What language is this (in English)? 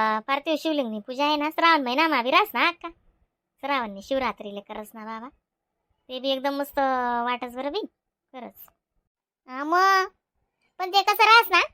Khandesi